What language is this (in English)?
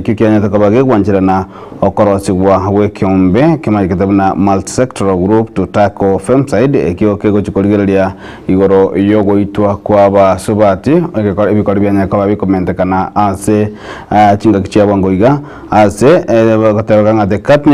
Gusii